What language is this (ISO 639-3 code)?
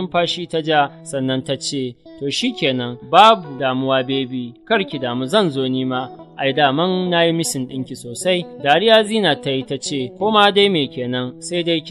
hau